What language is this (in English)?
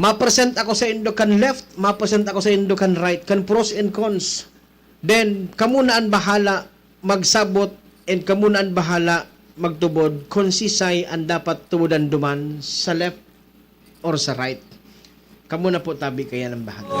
Bikol